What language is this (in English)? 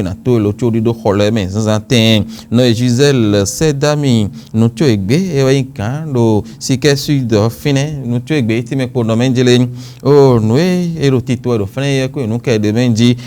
Fon